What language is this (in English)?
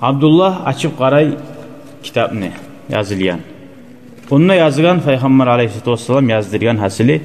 Kumyk